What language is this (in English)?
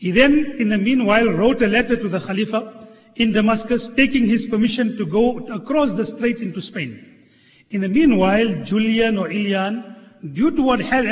English